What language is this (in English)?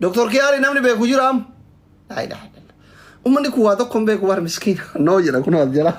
Oromo